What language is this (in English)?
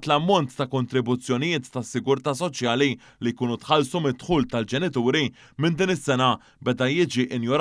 Maltese